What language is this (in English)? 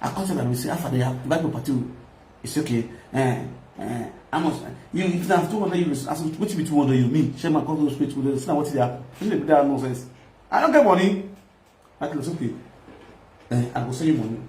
Nigerian Pidgin